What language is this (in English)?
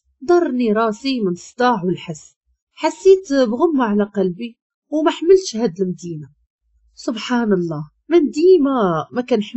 Moroccan Arabic